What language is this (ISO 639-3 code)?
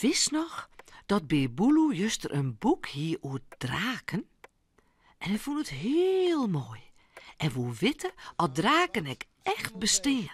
fry